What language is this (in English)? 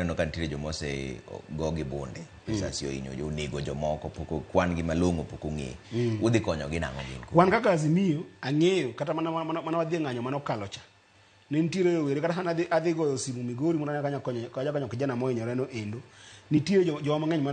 Luo (Kenya and Tanzania)